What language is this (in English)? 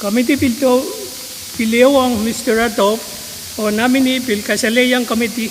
Pohnpeian